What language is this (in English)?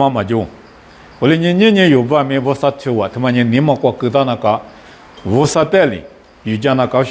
Lisu